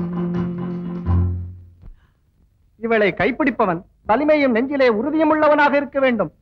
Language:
Tamil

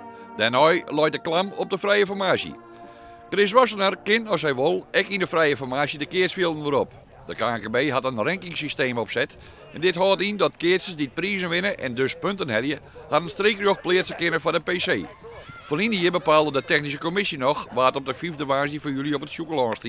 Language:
Western Frisian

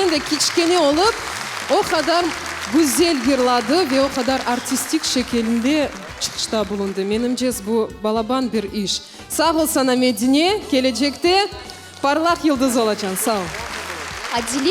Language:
Crimean Tatar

